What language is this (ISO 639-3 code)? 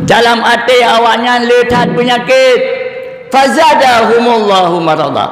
ace